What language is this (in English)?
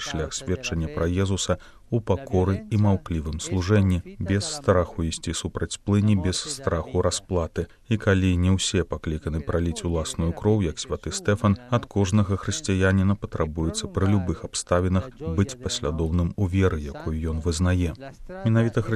Belarusian